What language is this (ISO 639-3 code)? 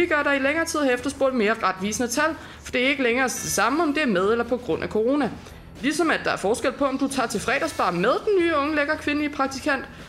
dan